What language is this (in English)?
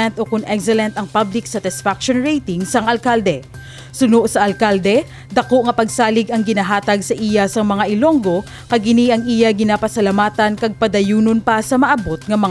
Hiligaynon